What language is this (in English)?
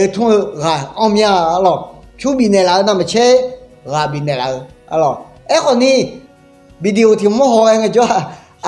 Akha